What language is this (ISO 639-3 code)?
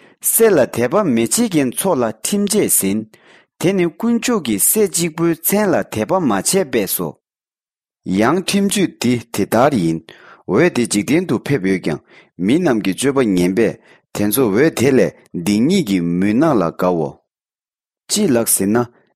bod